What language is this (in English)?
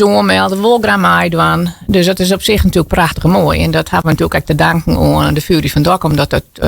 Western Frisian